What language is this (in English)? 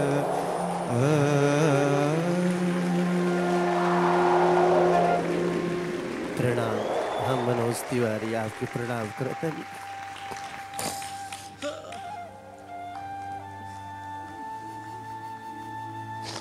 Bhojpuri